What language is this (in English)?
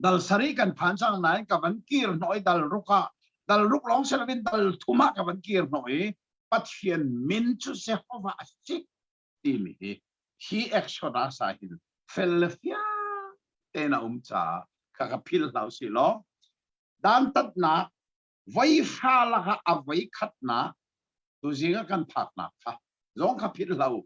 Hakha Chin